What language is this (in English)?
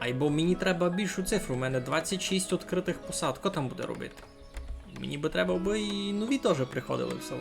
Rusyn